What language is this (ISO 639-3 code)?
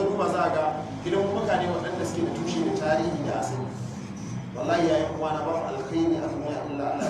hau